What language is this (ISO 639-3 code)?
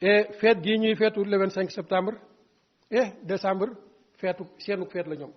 wol